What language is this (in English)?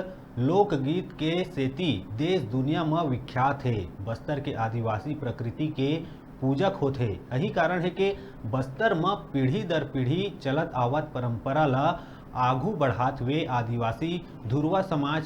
Chhattisgarhi